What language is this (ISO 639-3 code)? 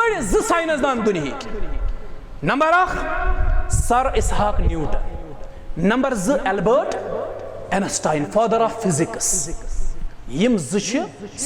kas